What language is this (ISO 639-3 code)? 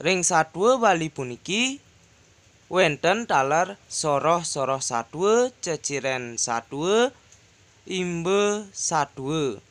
ban